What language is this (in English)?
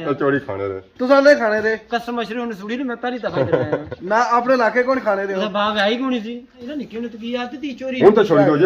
Pahari-Potwari